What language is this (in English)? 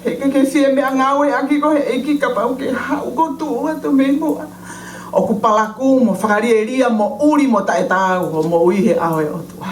Tongan